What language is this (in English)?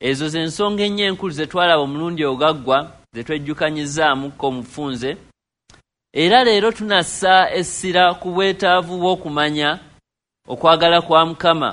Ganda